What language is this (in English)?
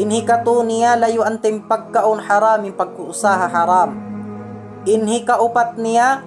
Tausug